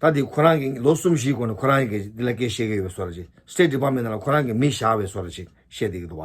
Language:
Tibetan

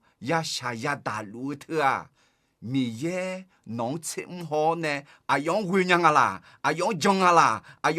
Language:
Akha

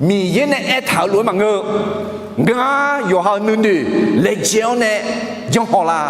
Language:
Akha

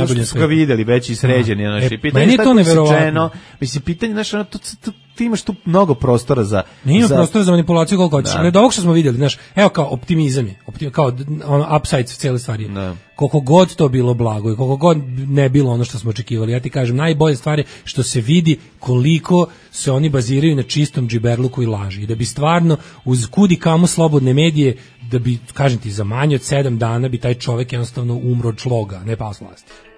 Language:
Serbian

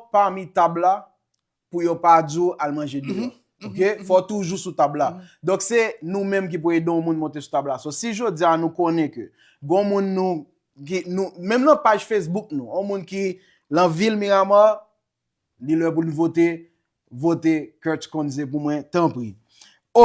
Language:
Haitian Creole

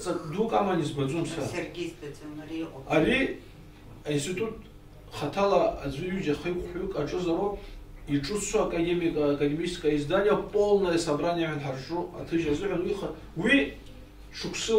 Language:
Abkhazian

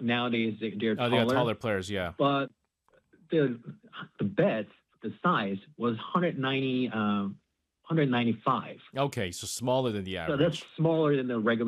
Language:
English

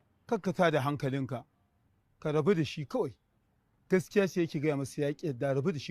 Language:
Hausa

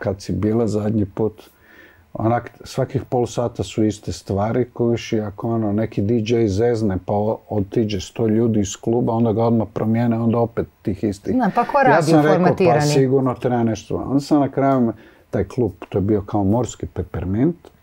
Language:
Croatian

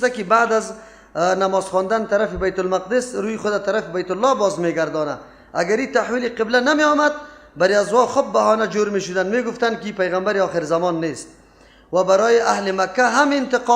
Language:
Persian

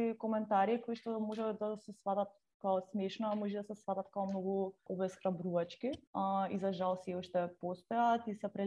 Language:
Macedonian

